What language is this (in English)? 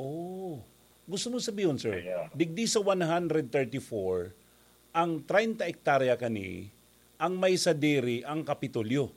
Bikol